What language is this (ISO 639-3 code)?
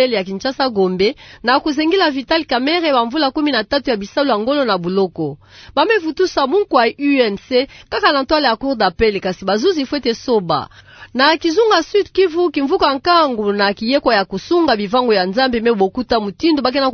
ktu